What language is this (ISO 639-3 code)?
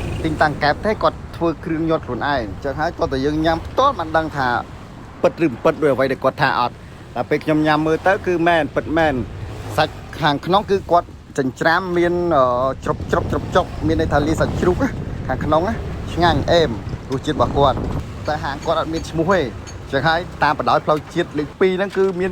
khm